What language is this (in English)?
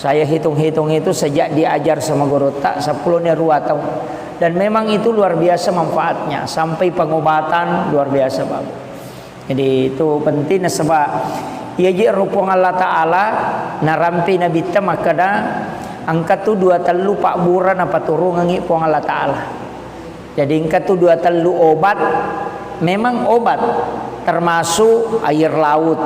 Buginese